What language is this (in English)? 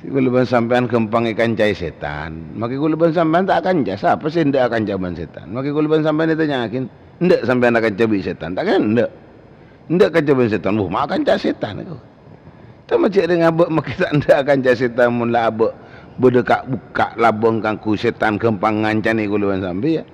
Madurese